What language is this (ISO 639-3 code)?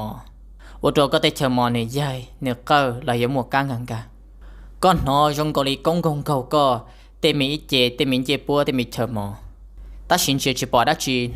hmn